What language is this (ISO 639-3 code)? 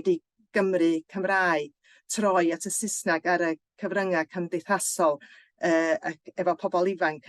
cym